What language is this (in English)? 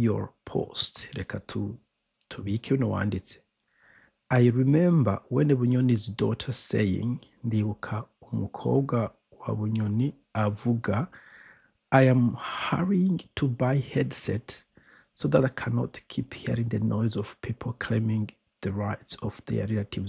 Rundi